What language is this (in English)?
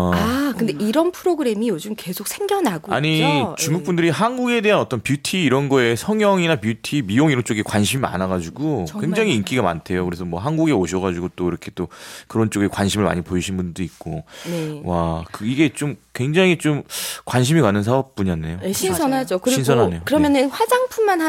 Korean